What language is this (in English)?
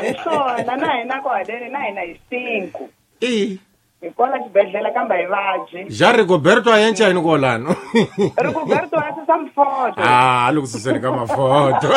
Tsonga